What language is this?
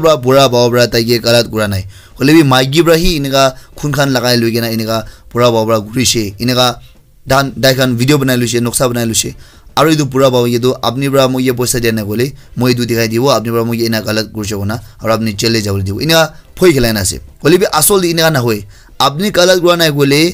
Naga Pidgin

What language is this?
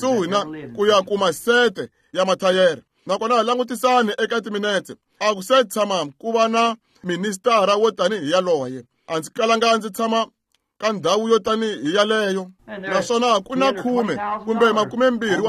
Tsonga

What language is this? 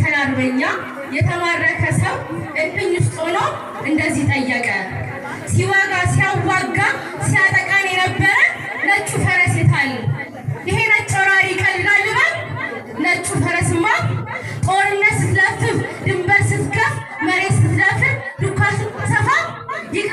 Amharic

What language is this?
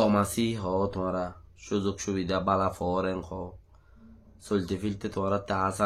Rohingya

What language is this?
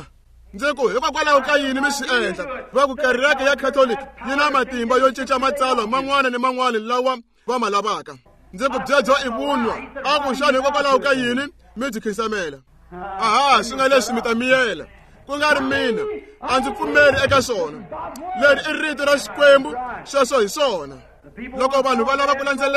Tsonga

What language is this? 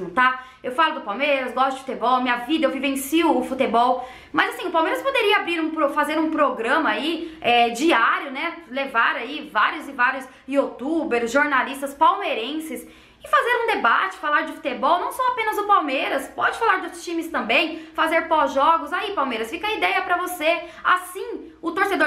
Portuguese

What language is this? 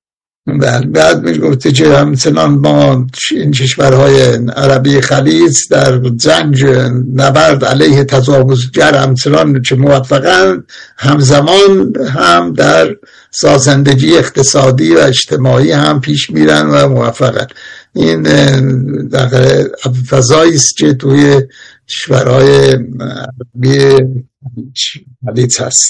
Persian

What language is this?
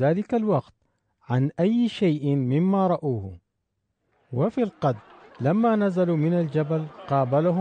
Sudanese Arabic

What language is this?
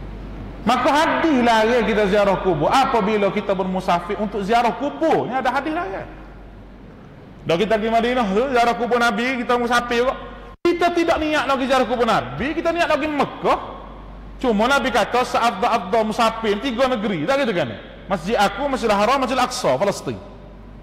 Malay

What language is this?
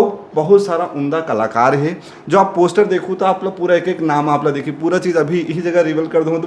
Chhattisgarhi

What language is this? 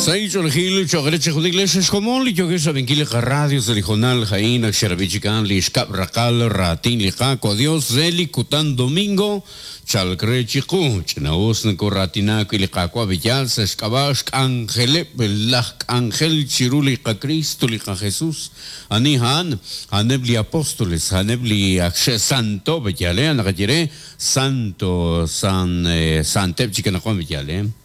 Kekchí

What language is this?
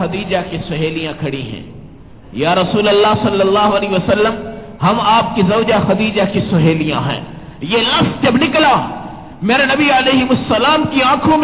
Urdu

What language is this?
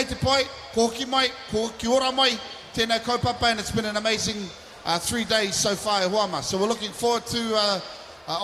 Māori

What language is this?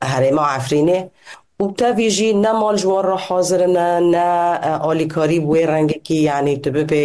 Kurdish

